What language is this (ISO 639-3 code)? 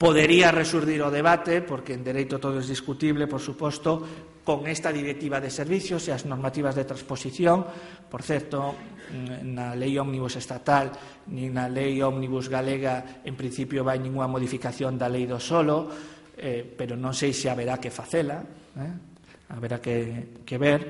glg